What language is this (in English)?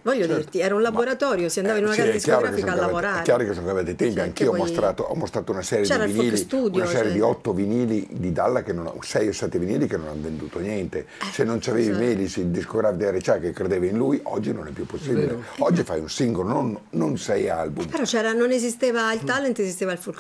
Italian